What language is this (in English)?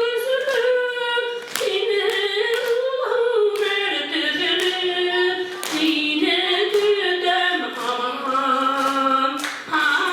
Bashkir